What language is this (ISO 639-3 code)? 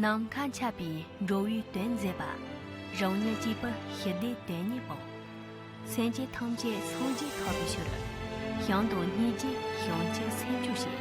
bod